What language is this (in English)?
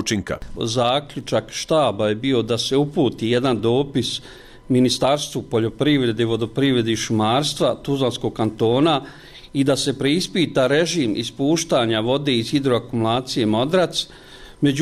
Bosnian